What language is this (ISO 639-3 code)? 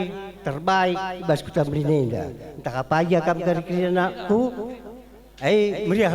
btx